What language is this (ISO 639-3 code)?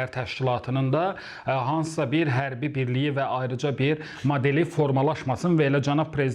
aze